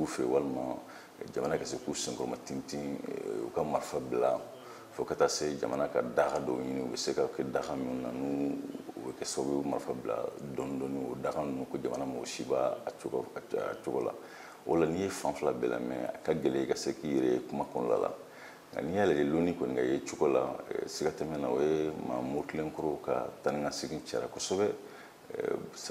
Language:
Bambara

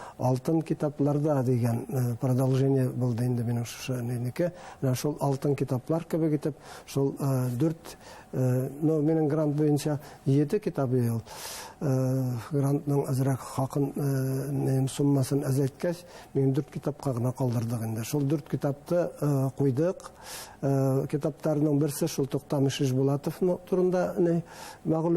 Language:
Bashkir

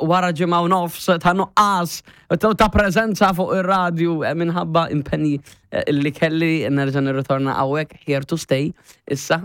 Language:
Maltese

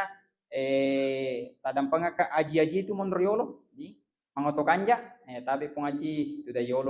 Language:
Buginese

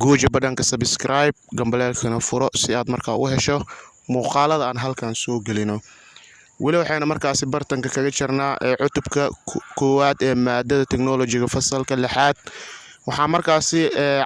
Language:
Somali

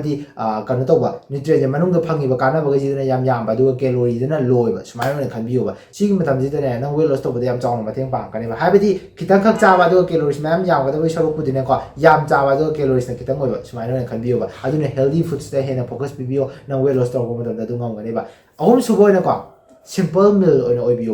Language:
Manipuri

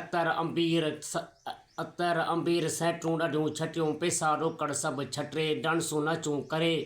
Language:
Sindhi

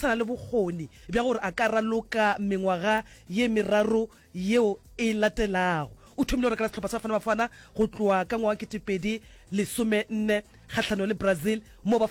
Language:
Northern Sotho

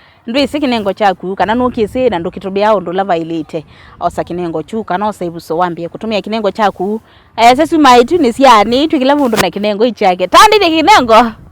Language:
Kamba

